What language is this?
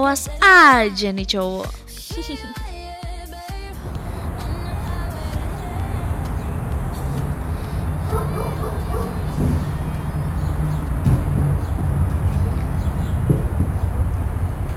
Indonesian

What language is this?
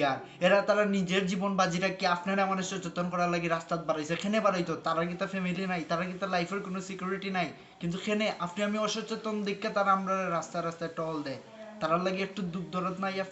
Sylheti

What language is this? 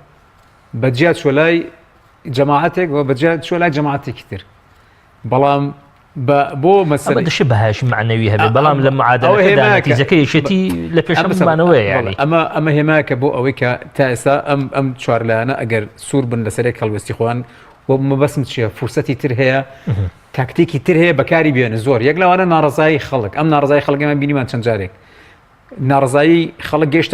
Central Kurdish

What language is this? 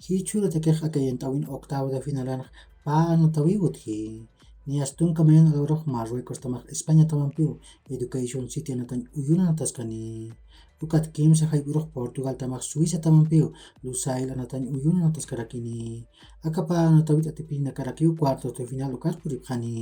Aymara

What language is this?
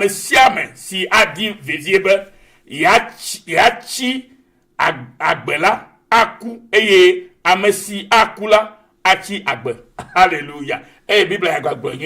Ewe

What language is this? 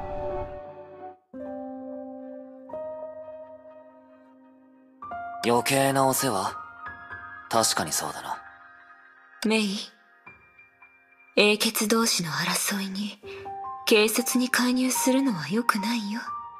Japanese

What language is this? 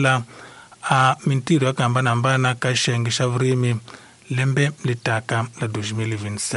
Tsonga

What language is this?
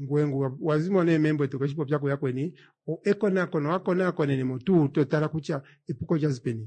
Kuanyama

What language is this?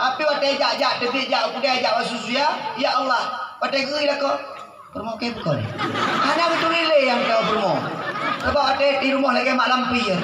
Achinese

